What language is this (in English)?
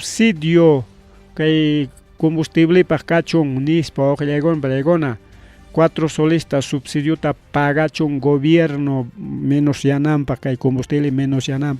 Ayacucho Quechua